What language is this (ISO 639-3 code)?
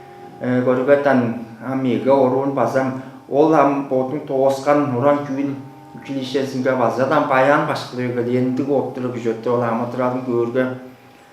tyv